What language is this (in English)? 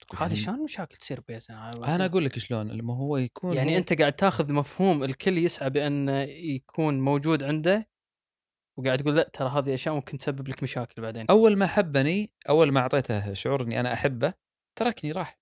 Gulf Arabic